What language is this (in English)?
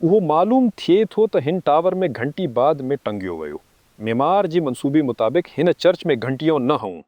Sindhi